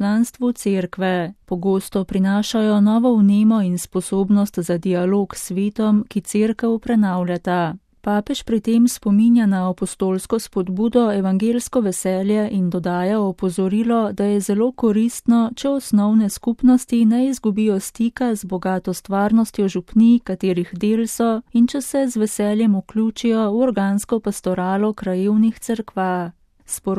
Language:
Slovenian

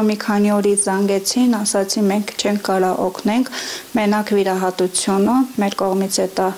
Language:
Armenian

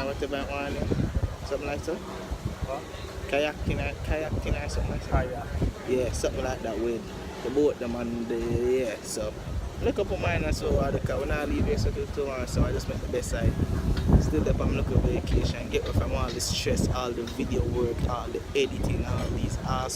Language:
Jamaican Creole English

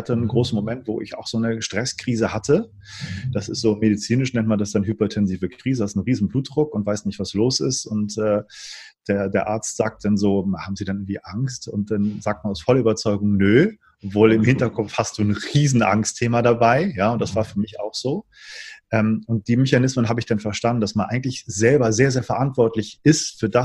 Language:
German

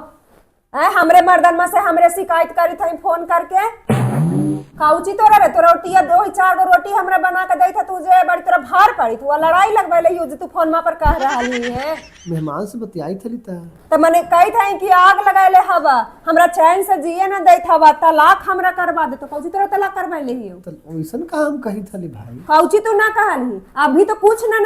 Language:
Magahi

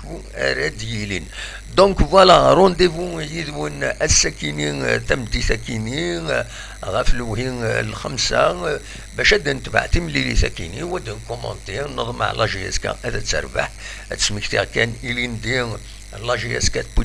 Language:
Kabyle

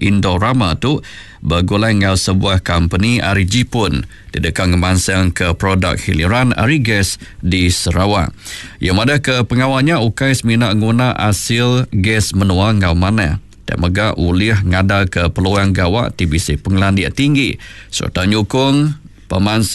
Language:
Iban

